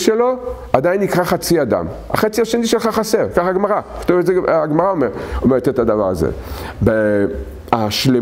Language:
Hebrew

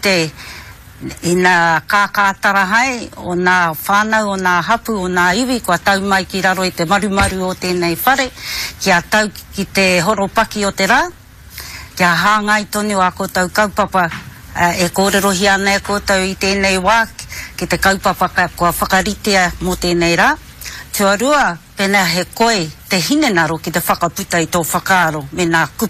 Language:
Māori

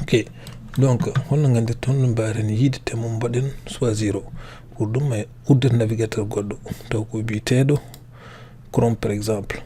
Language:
Fula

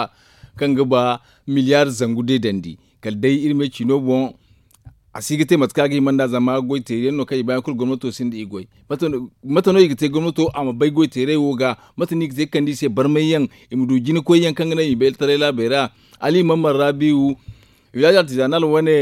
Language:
Zarma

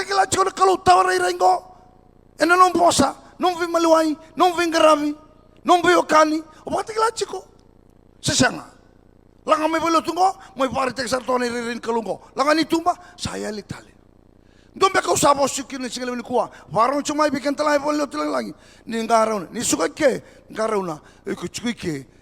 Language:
Fijian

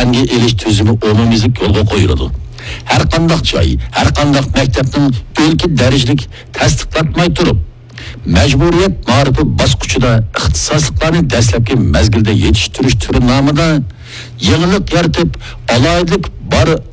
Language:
Uyghur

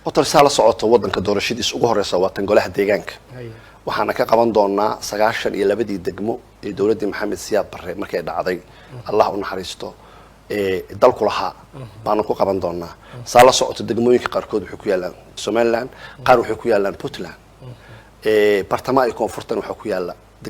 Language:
Somali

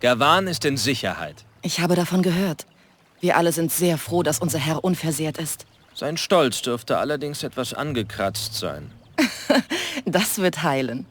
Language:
Bavarian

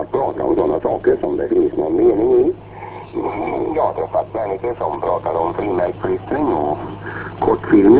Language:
Swedish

